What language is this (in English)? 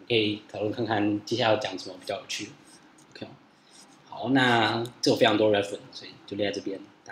Chinese